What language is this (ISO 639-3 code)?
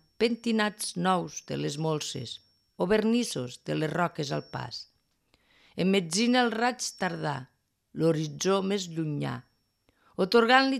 cat